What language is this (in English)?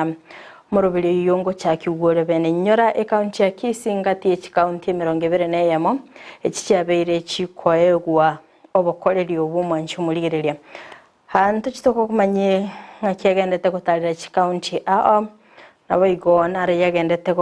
Gusii